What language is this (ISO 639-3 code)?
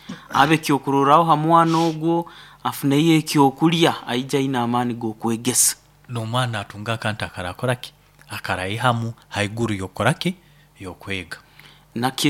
nyn